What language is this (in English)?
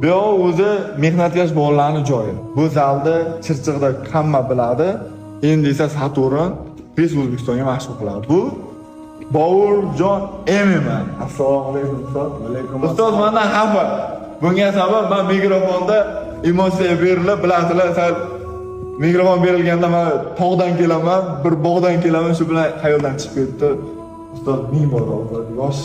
Uzbek